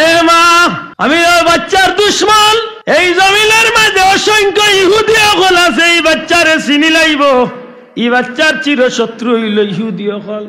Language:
Sylheti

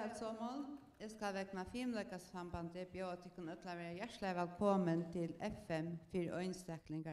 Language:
Faroese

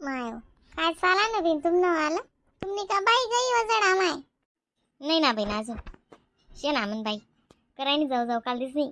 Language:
Khandesi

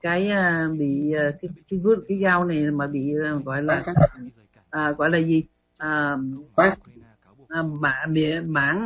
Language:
Vietnamese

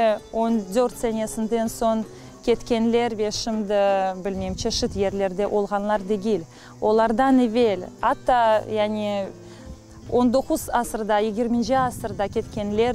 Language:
Crimean Tatar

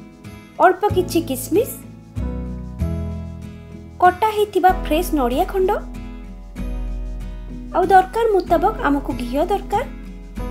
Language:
Odia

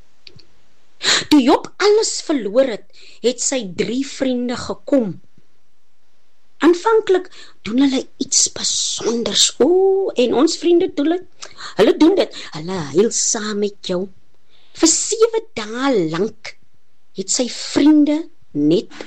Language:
Afrikaans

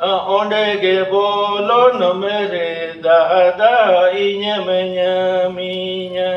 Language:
Santali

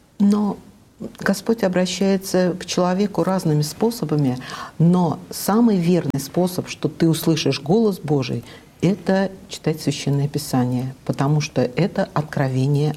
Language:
Russian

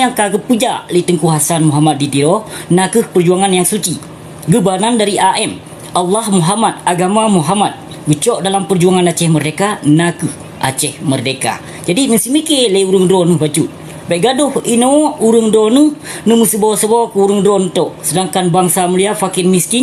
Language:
Achinese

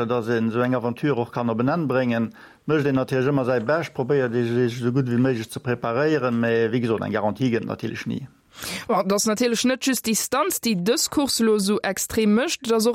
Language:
Luxembourgish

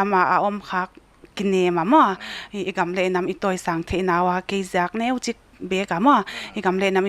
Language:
Paite Chin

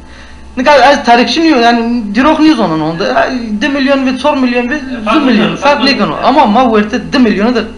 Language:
Zaza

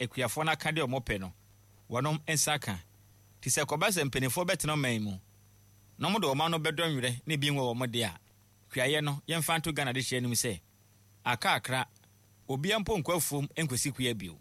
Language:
Akan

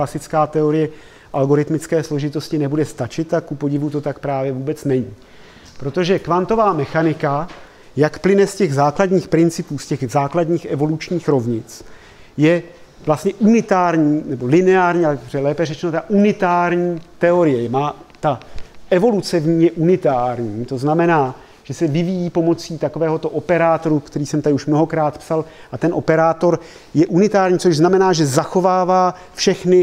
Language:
Czech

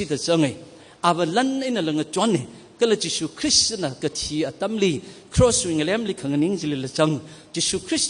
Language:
Tangkhul Naga (India)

